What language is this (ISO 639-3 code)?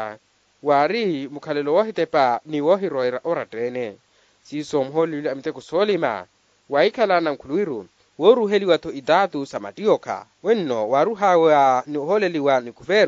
vmw